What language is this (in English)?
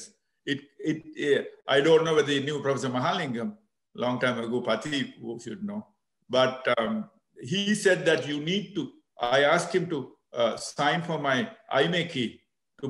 English